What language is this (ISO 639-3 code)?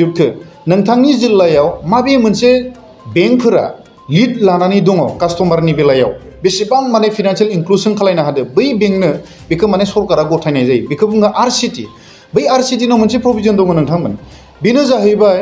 brx